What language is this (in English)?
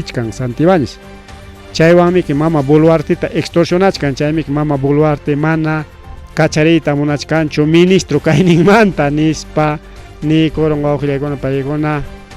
Ayacucho Quechua